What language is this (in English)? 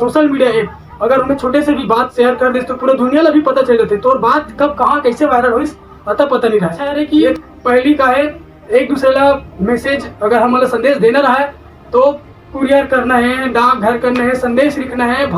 Chhattisgarhi